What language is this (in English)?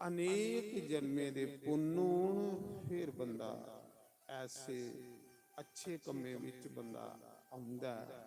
Dogri